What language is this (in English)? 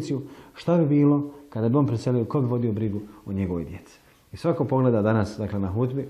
Bosnian